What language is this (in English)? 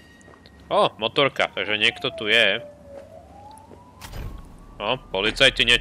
Slovak